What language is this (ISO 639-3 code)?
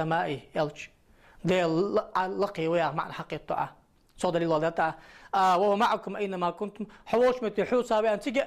inh